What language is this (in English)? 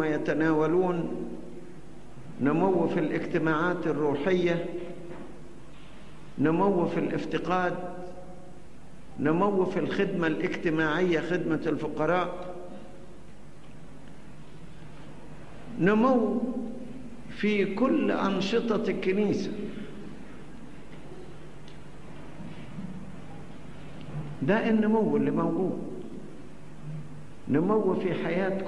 Egyptian Arabic